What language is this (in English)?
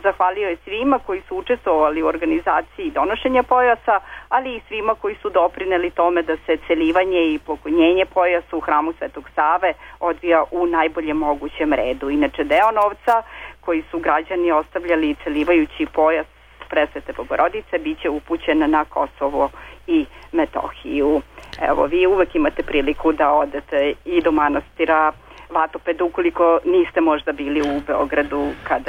Serbian